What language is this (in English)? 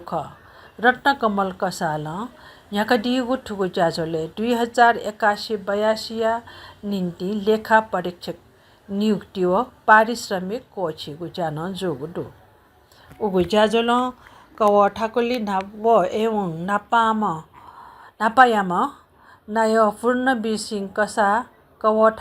Newari